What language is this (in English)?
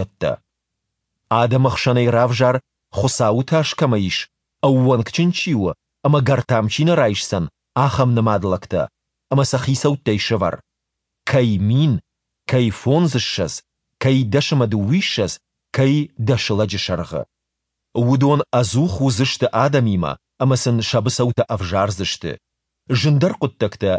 Ossetic